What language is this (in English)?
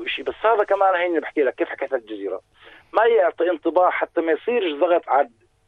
North Levantine Arabic